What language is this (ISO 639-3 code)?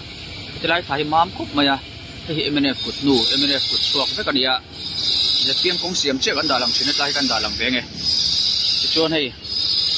lus